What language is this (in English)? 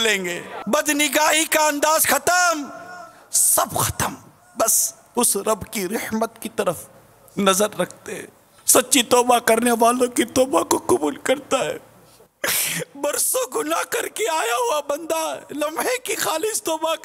Urdu